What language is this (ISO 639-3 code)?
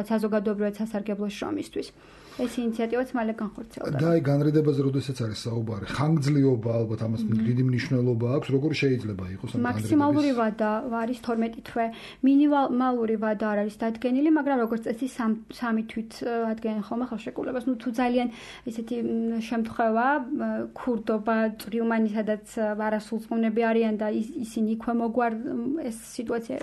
kat